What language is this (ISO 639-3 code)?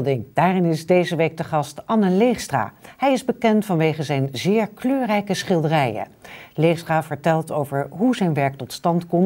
nld